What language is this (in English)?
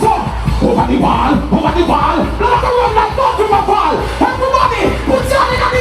Jamaican Creole English